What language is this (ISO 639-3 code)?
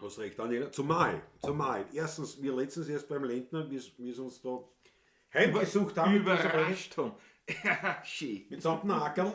bar